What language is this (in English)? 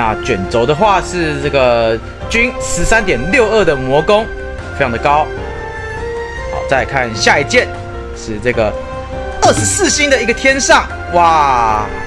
Chinese